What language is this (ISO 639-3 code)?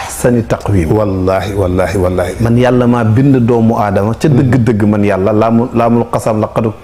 wol